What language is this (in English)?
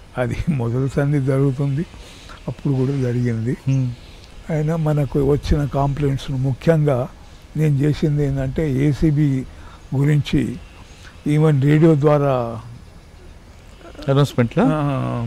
Telugu